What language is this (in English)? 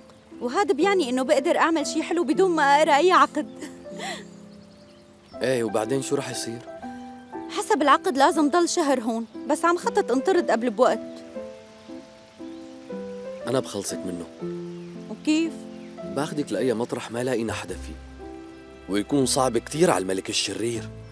North Levantine Arabic